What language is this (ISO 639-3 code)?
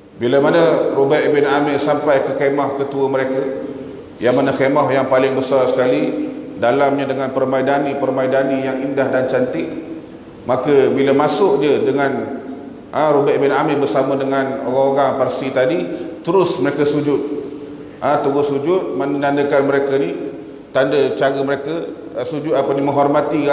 msa